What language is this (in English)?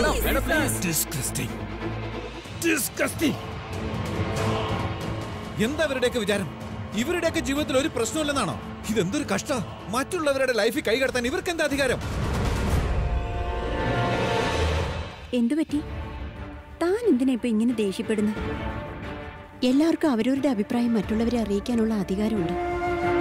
Malayalam